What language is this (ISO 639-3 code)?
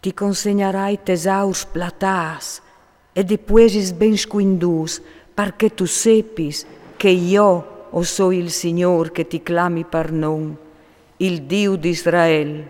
fur